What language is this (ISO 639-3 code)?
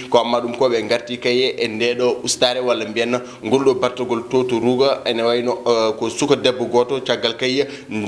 ful